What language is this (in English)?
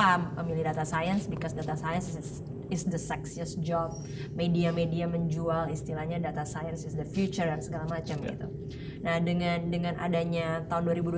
Indonesian